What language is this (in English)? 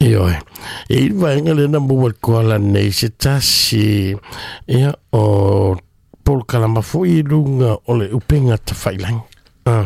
Samoan